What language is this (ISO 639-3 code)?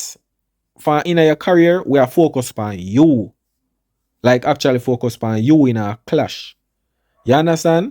jam